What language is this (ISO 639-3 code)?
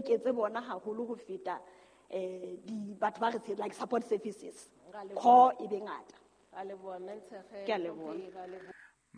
sot